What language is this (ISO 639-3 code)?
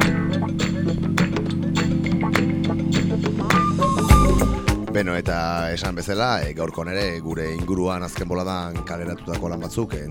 eus